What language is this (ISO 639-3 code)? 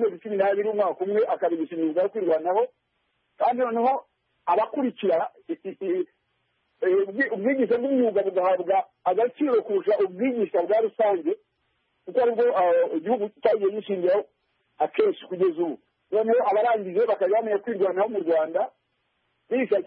kin